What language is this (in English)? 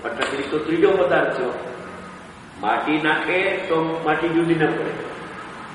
Gujarati